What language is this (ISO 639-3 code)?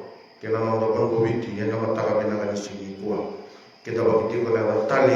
fij